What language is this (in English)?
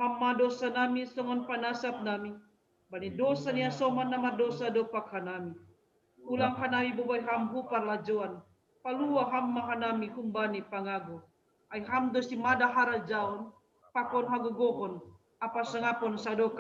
Batak Simalungun